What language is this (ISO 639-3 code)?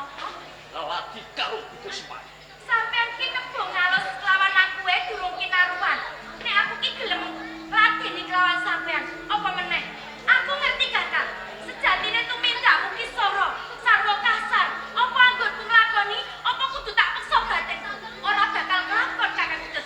jav